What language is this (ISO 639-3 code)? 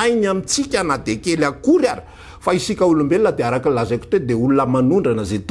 mlg